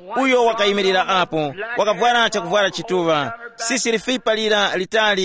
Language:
Tumbuka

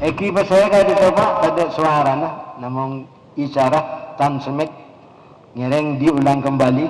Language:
Madurese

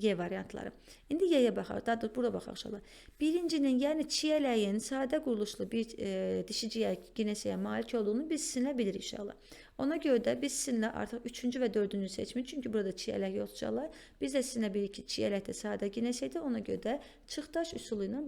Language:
Azerbaijani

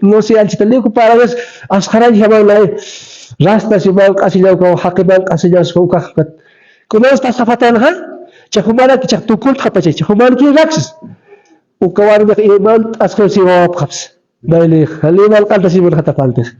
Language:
Aymara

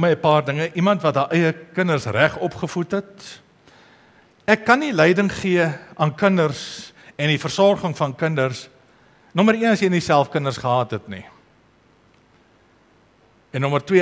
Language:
Afrikaans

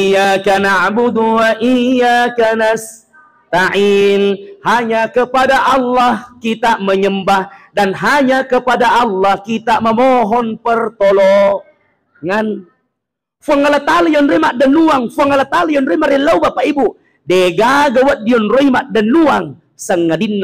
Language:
Buginese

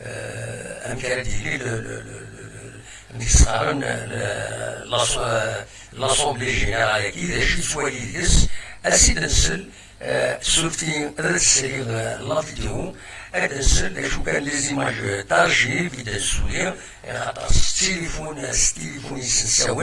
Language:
Kabyle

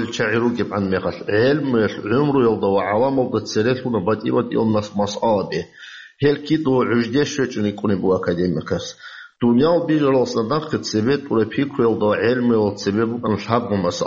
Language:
Avaric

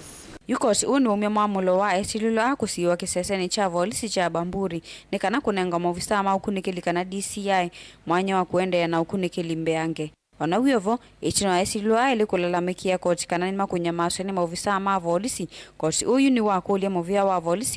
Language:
Kamba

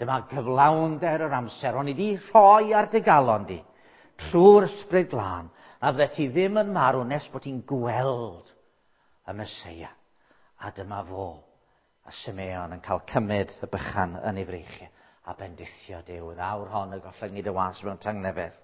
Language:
Welsh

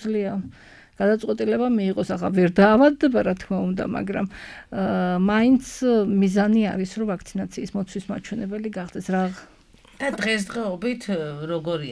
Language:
Georgian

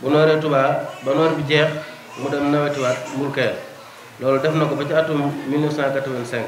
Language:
Wolof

